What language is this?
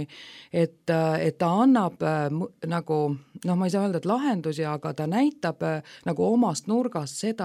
Estonian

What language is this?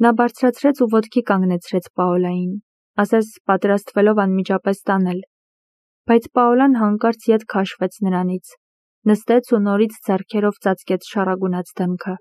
Armenian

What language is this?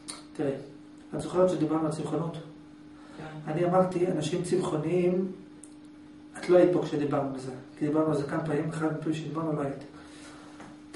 Hebrew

